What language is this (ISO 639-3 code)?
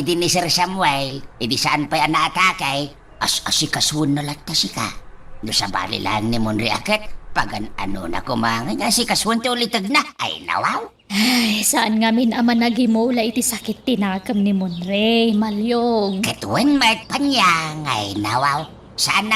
ilo